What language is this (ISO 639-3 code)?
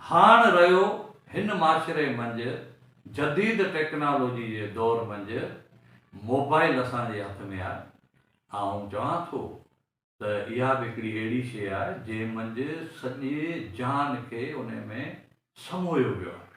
snd